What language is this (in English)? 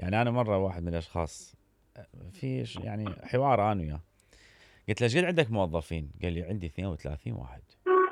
Mesopotamian Arabic